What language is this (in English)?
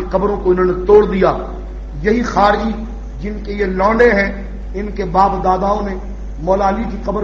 Urdu